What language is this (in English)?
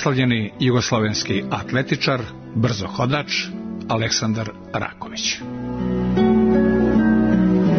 Serbian